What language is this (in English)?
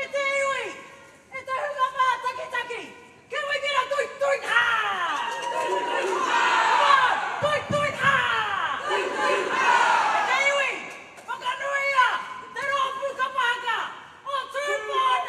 Māori